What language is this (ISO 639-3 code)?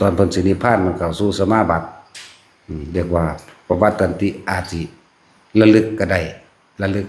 lao